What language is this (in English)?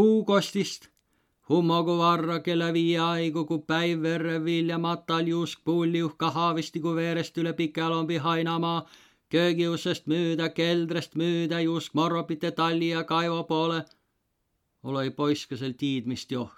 Võro